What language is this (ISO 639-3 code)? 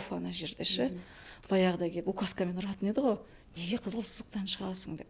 kaz